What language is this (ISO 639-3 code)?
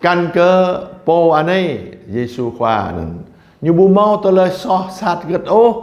jra